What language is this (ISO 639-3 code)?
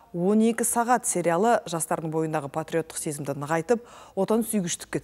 kaz